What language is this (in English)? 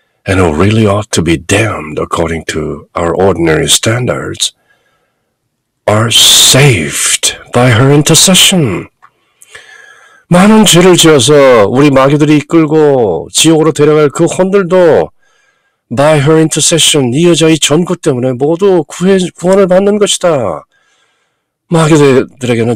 Korean